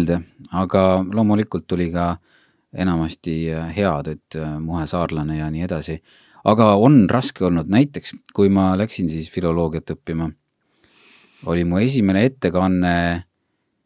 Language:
Estonian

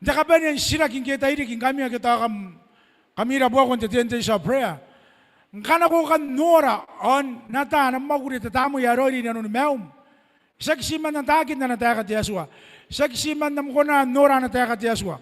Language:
Gilbertese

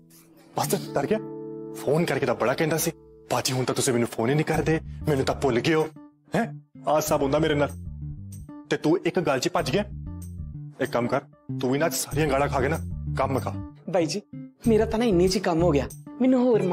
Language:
Punjabi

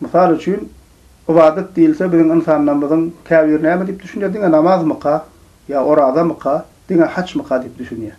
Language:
Turkmen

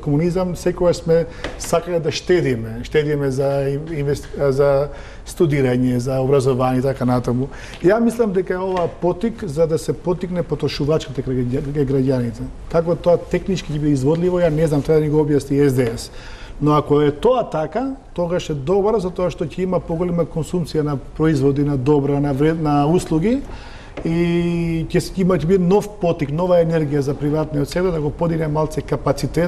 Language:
Macedonian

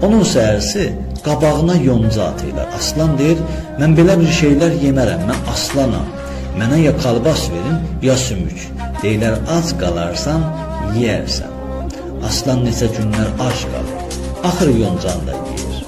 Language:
South Azerbaijani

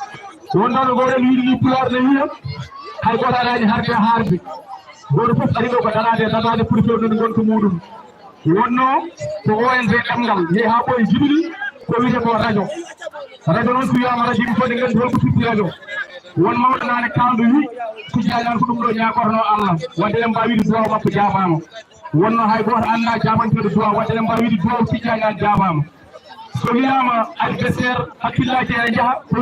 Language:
Fula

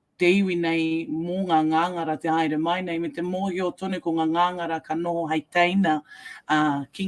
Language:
Māori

